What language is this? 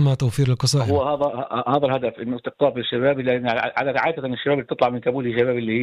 North Levantine Arabic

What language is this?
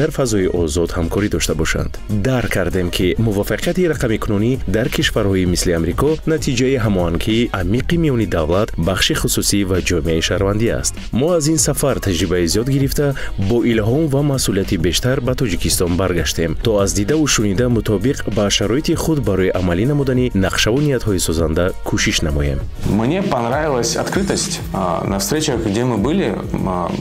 Tajik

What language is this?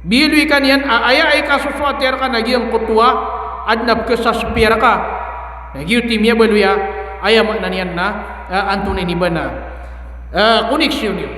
Maranao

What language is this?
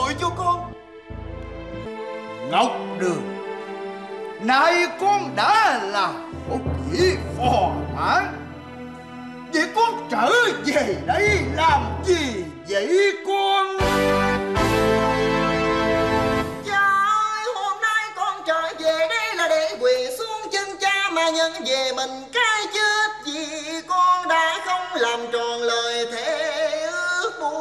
Vietnamese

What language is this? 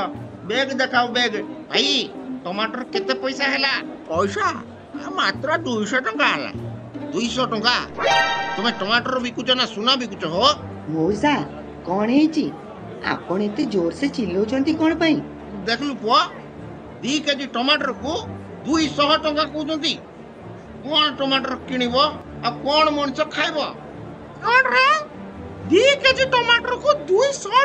Odia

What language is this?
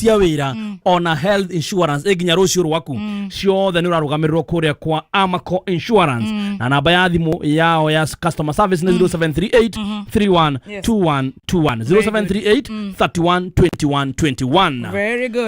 Kikuyu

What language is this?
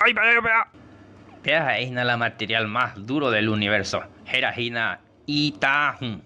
Guarani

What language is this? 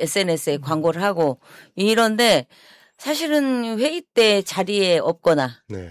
Korean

